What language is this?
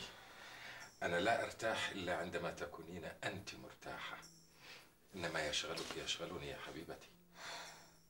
Arabic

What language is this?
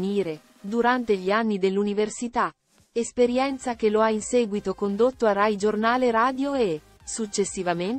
Italian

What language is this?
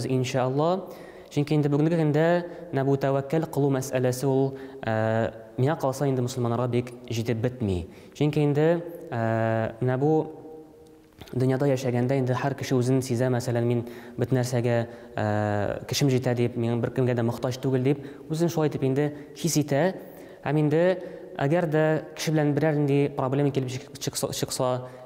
Tatar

